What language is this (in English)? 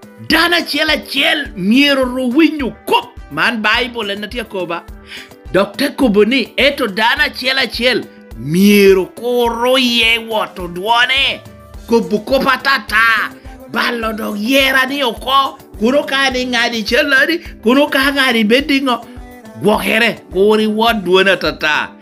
Lango (Uganda)